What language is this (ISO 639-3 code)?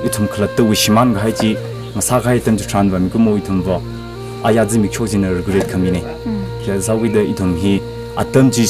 nmf